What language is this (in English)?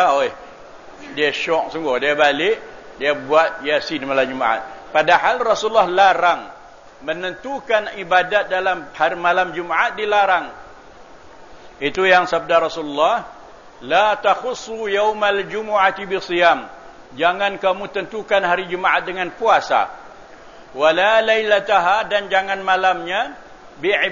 Malay